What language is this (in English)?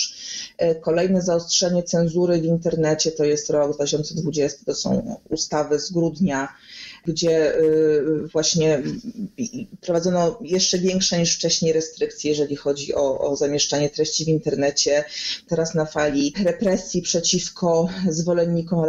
Polish